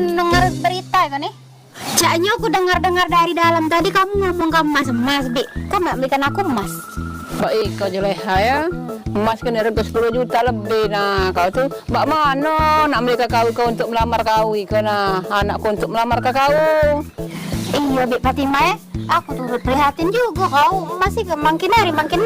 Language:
Musi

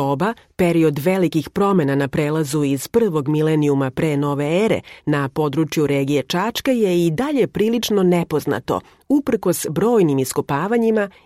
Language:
Serbian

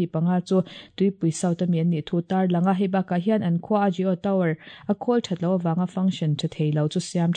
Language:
Mizo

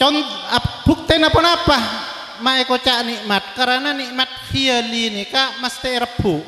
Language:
Madurese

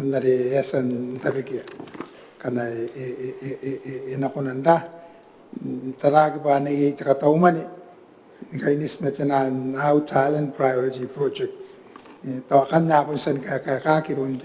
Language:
Gilbertese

